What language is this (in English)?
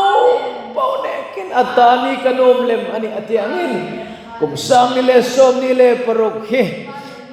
Hmar